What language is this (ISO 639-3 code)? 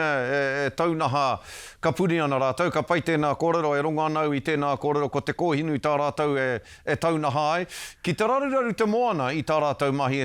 mri